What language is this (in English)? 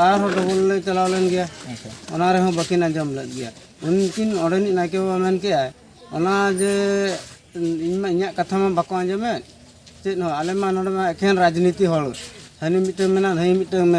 Santali